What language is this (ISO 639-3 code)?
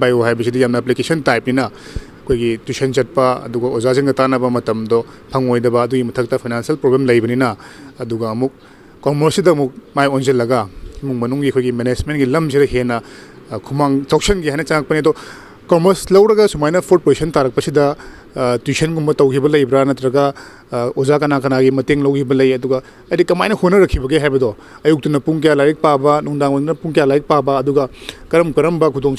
mni